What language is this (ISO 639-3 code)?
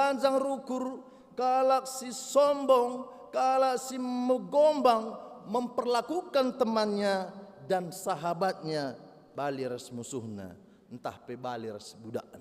btx